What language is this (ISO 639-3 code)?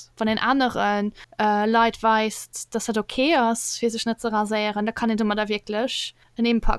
ltz